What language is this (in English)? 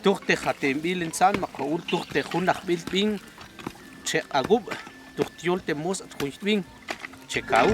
Tektiteko